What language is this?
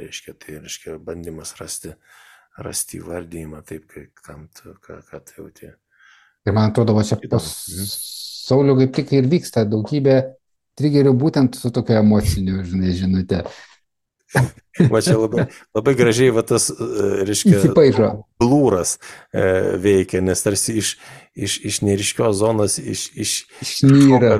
Lithuanian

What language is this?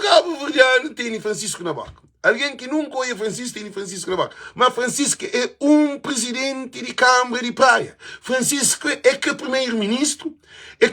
Kabuverdianu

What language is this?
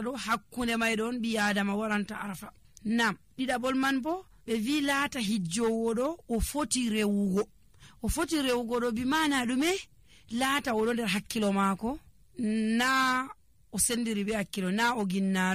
Nigerian Fulfulde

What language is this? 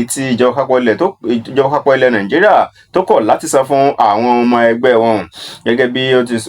Yoruba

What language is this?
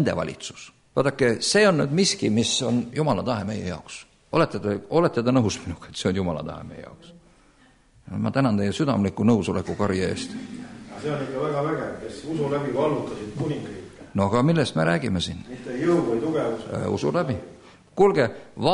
Estonian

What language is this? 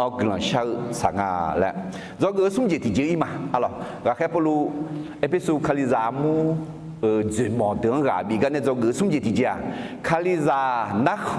Akha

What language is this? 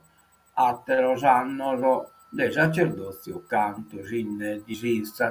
Sardinian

